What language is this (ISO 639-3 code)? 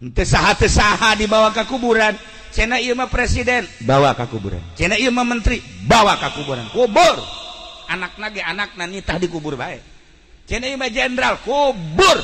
sun